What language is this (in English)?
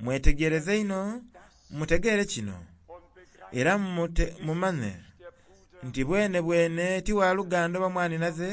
Soga